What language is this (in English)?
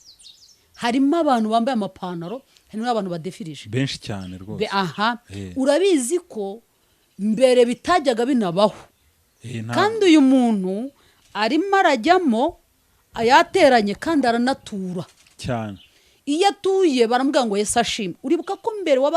Kinyarwanda